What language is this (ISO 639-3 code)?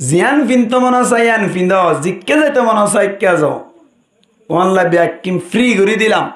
rhg